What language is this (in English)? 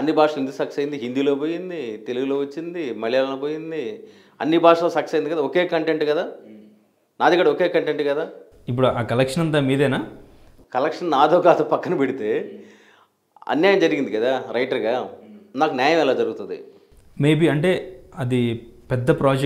Telugu